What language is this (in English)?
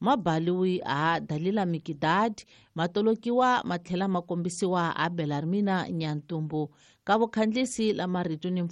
Tsonga